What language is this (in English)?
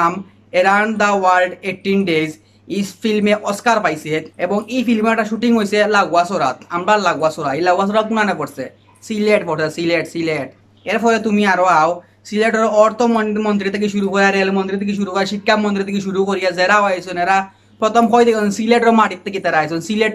Sylheti